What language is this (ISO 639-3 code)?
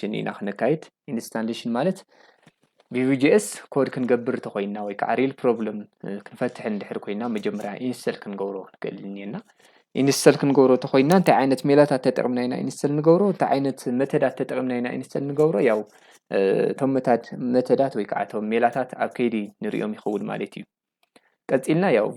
tir